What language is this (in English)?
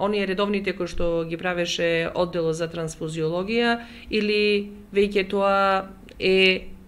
Macedonian